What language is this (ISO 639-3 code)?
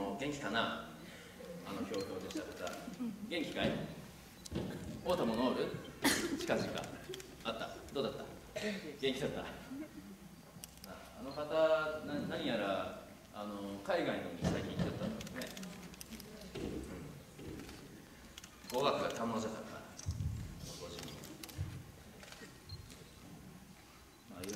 jpn